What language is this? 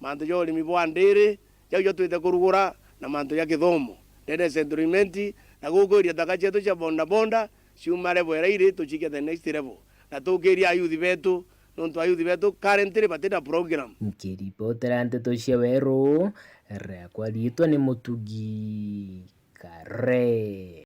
Meru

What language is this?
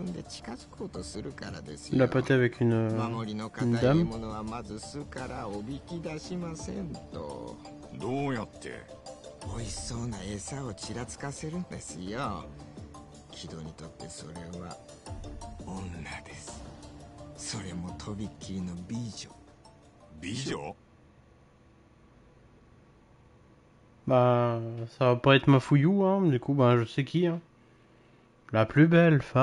Japanese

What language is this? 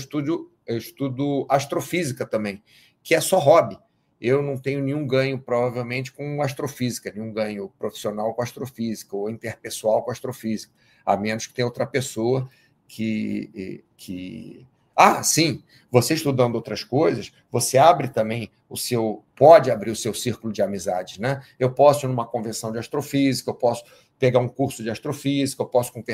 Portuguese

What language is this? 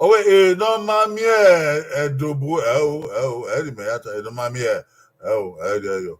Bini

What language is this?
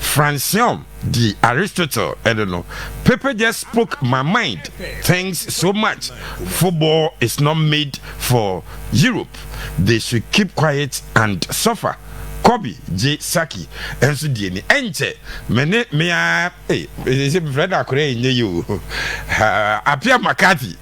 Akan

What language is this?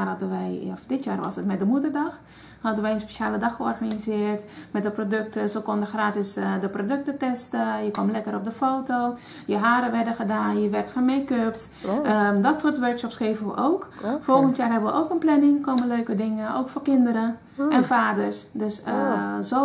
Dutch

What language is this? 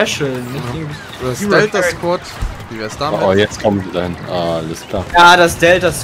German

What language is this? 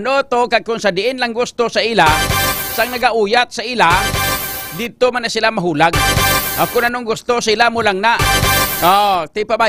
Hiligaynon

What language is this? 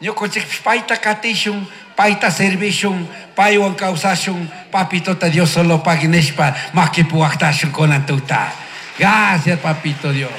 Chimborazo Highland Quichua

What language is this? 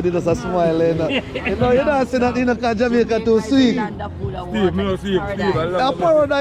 Jamaican Creole English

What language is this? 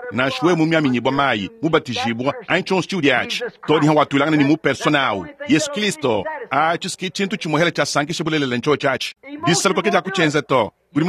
Luba-Lulua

